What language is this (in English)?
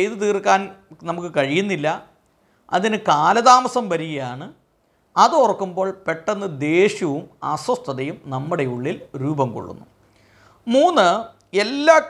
Malayalam